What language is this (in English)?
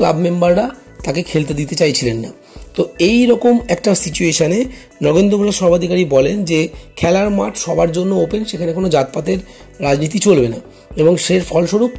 Bangla